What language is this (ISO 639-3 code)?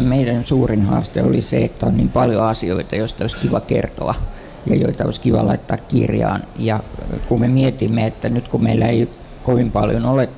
fin